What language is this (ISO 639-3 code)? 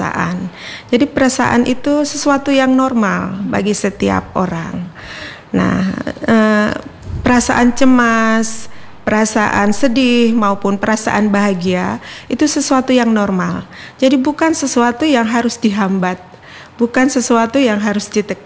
ind